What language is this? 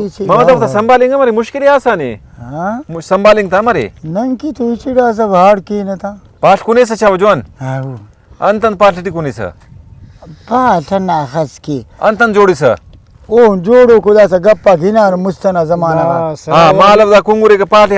Brahui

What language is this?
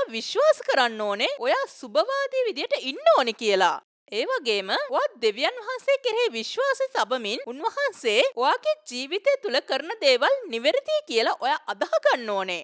Sinhala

